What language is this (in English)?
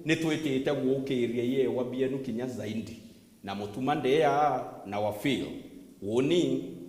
Meru